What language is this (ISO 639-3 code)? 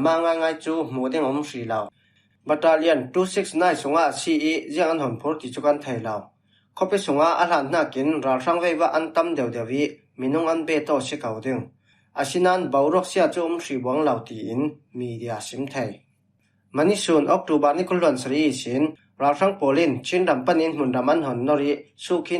cfm